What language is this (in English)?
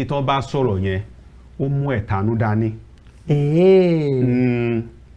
Yoruba